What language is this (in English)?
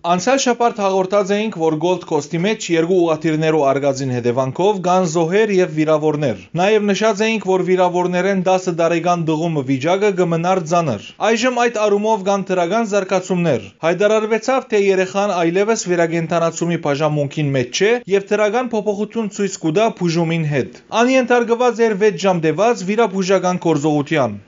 Western Armenian